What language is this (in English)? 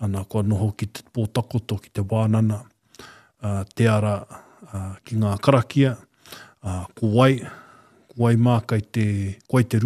Māori